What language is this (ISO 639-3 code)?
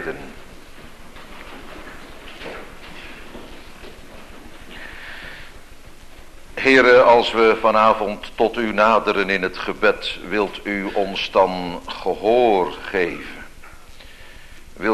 nld